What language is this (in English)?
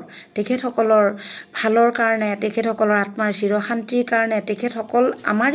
Assamese